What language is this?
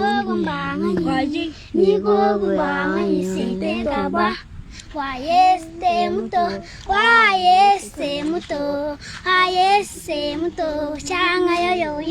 Luba-Lulua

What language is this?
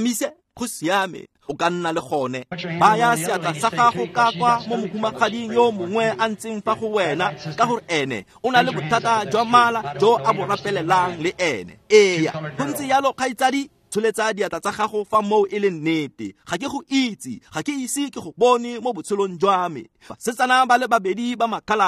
Tswana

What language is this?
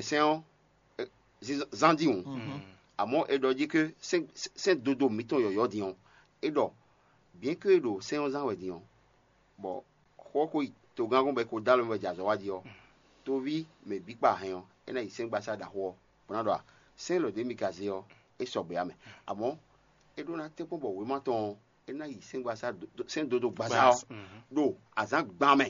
Fon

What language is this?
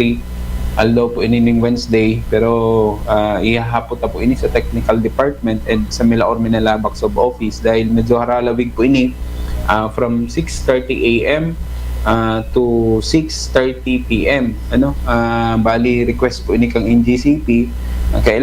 Bikol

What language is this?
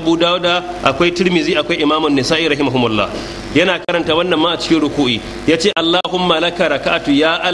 Hausa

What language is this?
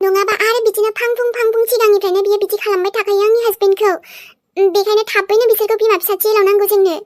Bodo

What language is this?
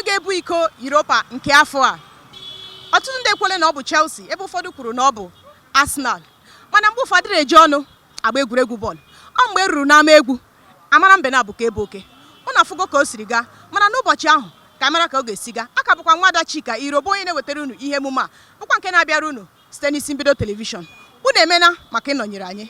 Igbo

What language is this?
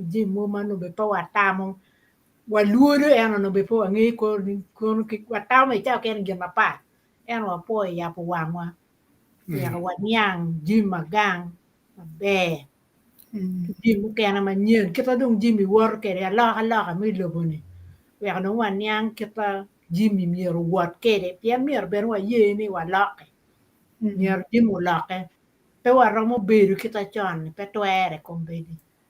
Acoli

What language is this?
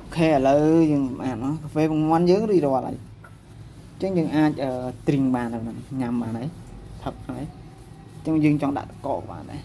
Khmer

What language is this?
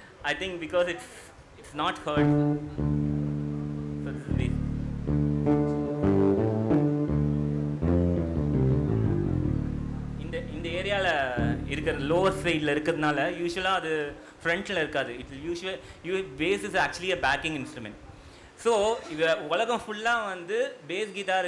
Tamil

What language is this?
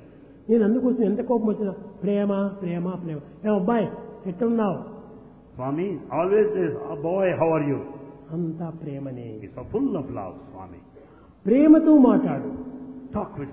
Telugu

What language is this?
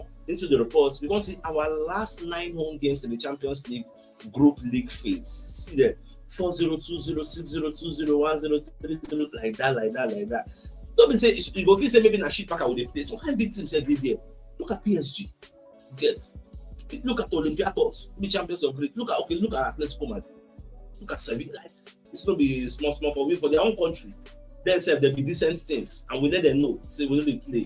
Nigerian Pidgin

